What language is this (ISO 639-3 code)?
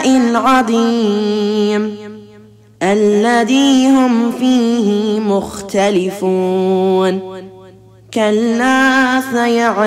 ara